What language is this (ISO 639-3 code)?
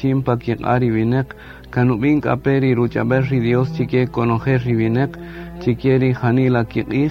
cak